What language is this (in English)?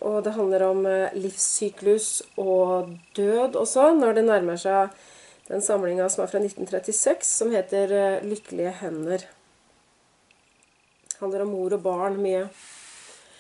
Norwegian